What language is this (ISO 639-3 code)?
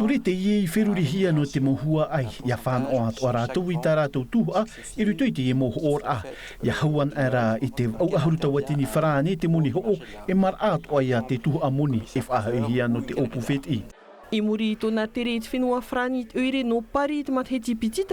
tah